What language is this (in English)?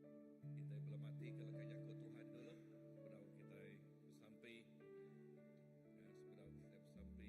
Iban